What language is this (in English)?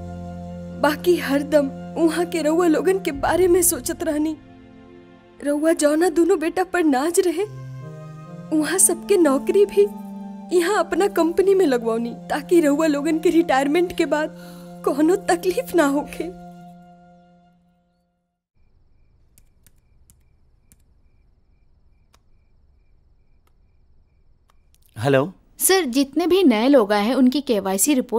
Bhojpuri